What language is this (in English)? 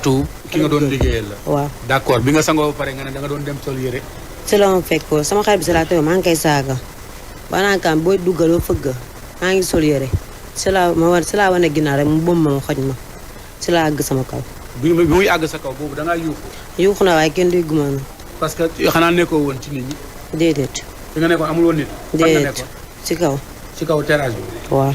Wolof